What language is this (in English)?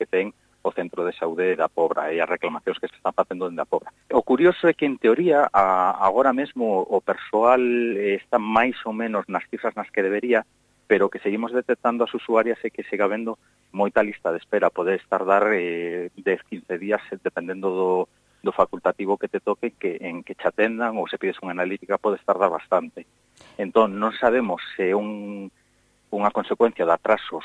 Galician